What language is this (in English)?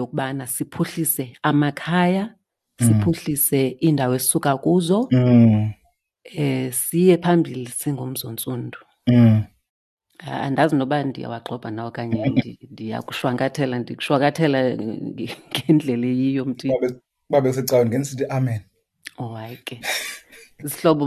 Xhosa